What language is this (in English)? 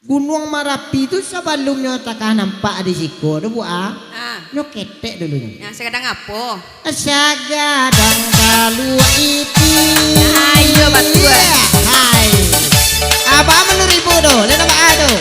Minangkabau